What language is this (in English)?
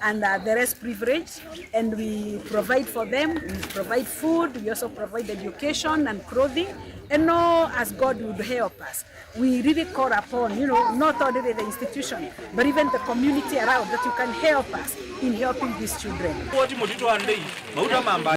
Kamba